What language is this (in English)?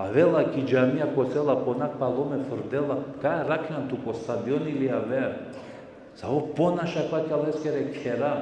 Balkan Romani